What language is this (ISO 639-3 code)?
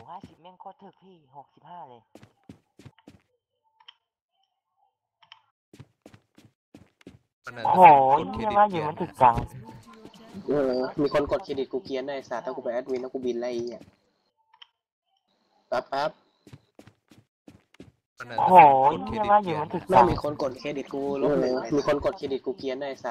tha